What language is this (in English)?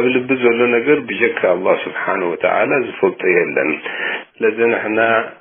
Tigrinya